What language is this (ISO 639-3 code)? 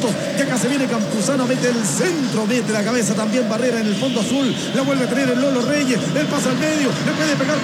spa